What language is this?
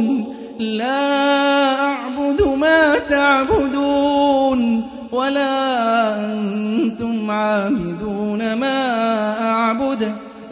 Arabic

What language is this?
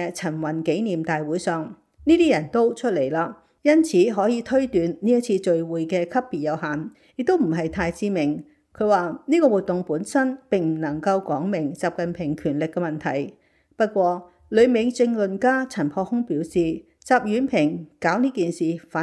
Cantonese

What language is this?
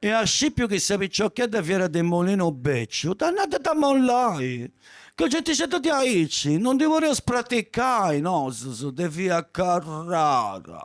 Sardinian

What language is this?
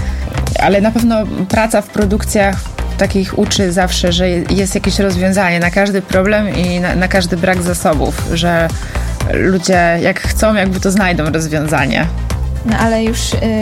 Polish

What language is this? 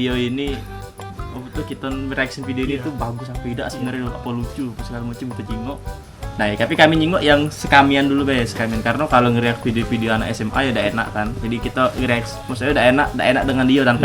Musi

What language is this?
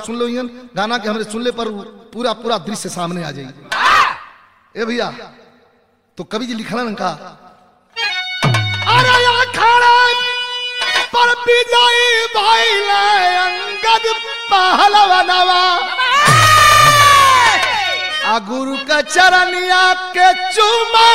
Bhojpuri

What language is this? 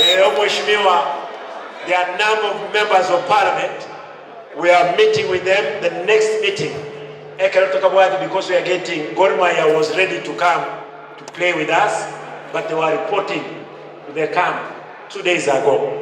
Gusii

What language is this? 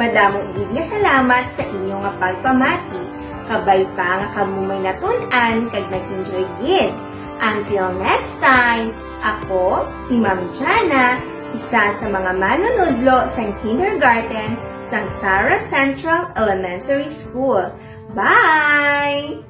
Hiligaynon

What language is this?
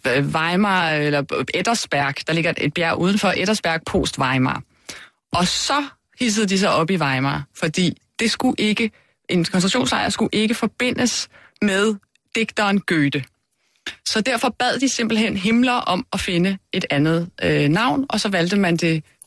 Danish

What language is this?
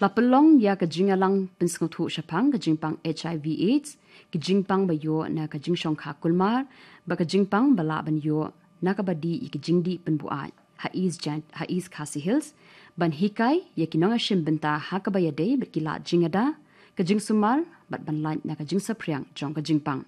Khasi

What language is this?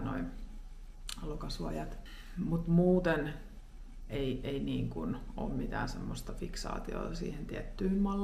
Finnish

